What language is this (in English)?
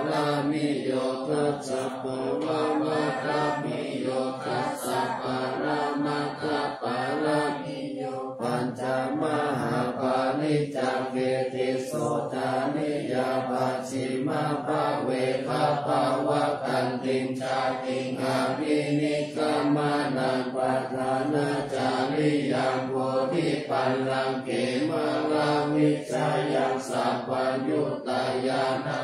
Pali